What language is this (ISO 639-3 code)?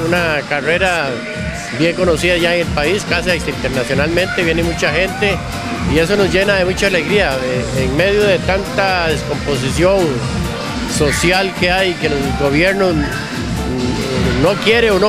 spa